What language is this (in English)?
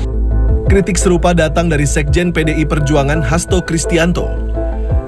Indonesian